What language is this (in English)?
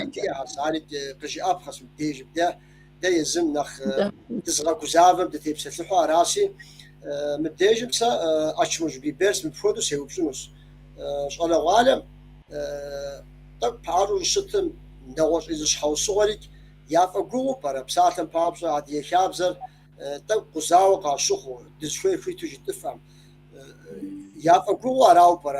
Kabardian